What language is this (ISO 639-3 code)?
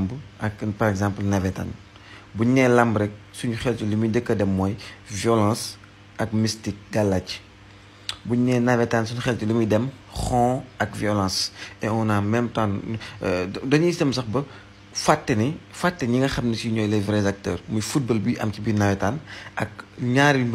wol